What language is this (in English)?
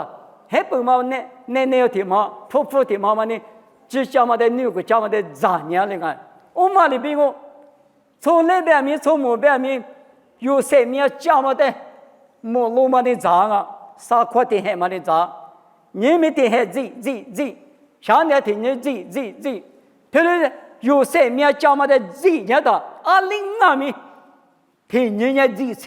Lisu